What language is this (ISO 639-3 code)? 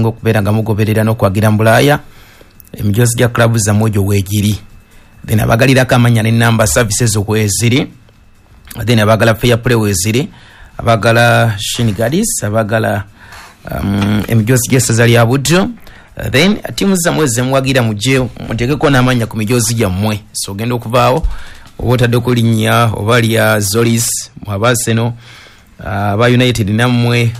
lug